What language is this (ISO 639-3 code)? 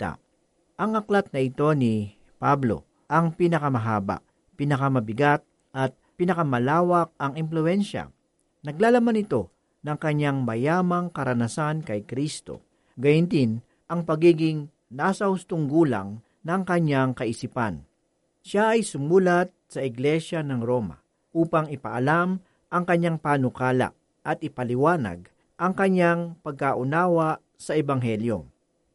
fil